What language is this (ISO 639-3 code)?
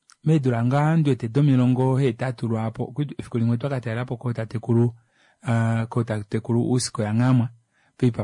kua